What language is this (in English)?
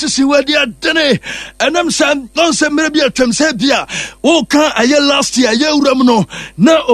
Akan